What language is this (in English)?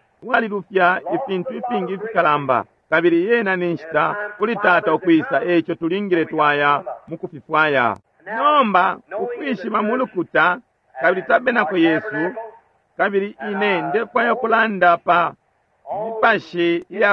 Bemba